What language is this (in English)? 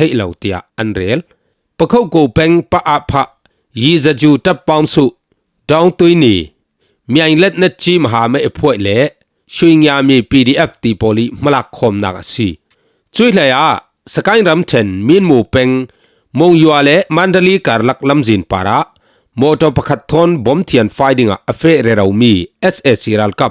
Falam Chin